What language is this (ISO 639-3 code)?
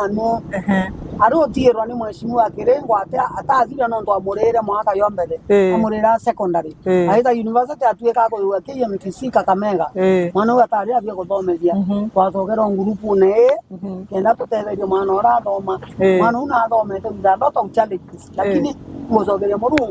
mer